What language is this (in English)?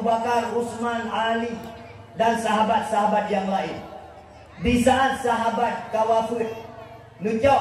Achinese